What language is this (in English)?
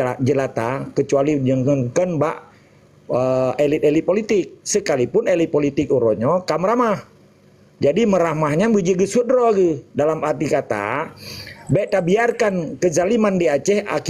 Achinese